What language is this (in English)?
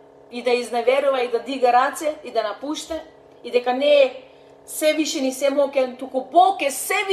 Macedonian